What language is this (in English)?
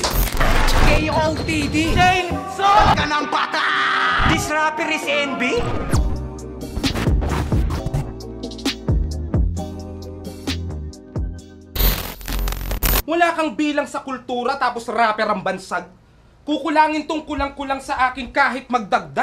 Filipino